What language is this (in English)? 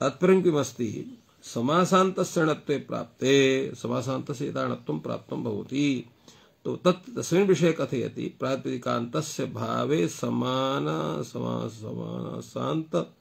Sanskrit